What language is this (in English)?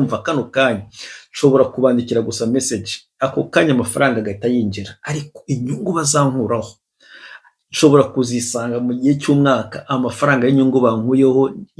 Kinyarwanda